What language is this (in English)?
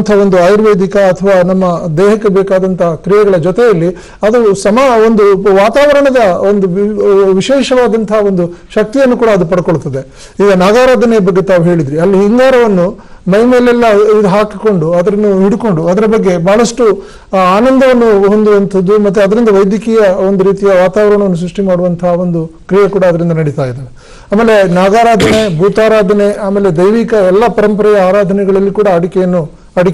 Kannada